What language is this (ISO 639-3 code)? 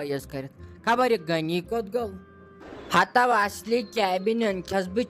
kas